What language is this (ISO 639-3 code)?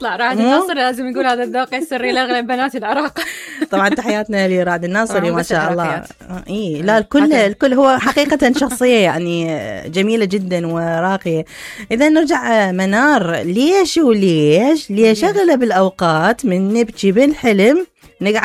acm